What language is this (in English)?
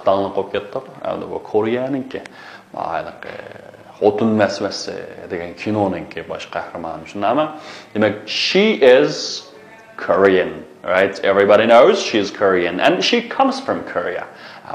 Uyghur